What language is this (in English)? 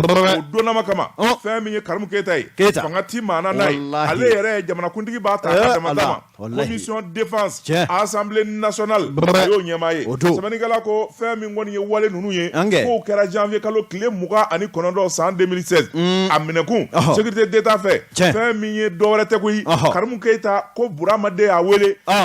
Bambara